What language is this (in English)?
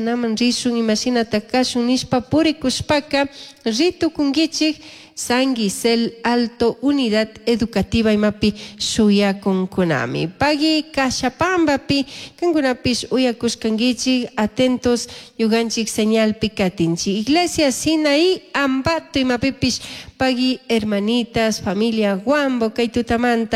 Chimborazo Highland Quichua